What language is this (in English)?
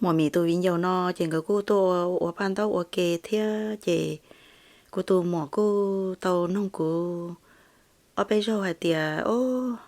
Hmong